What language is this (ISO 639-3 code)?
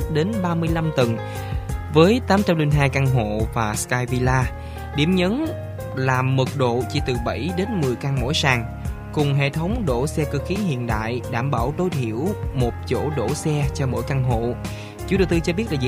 vie